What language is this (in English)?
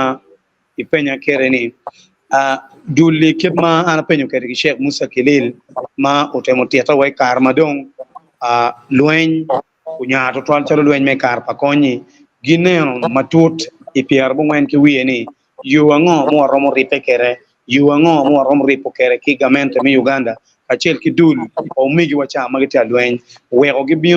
Acoli